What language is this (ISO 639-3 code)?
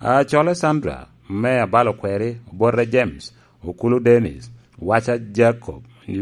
laj